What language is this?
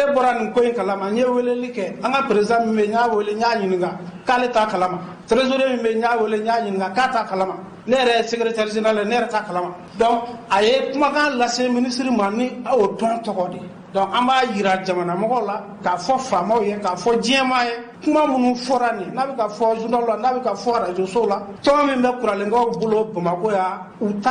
Bambara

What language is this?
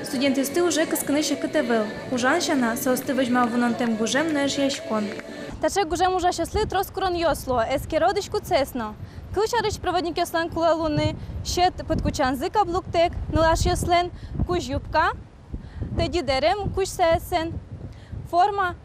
Udmurt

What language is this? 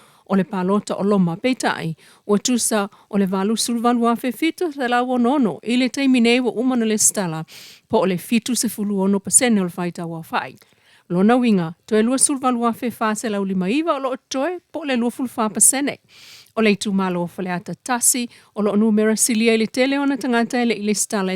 Samoan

